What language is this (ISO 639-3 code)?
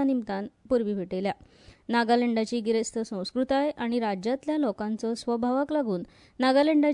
kok